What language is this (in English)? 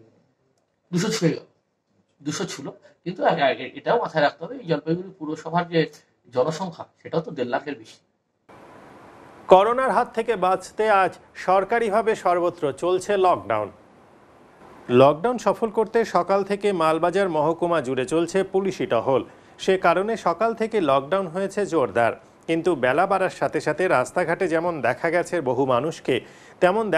Bangla